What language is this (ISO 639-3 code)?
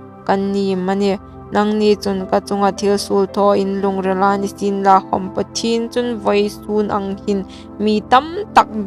hmr